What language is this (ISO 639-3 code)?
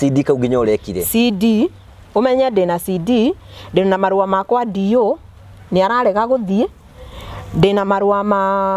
kik